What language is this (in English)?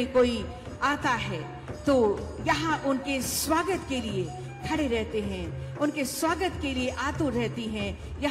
Hindi